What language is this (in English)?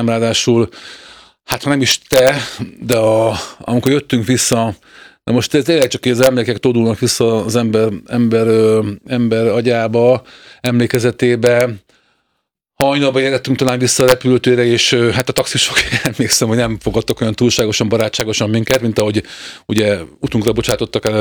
Hungarian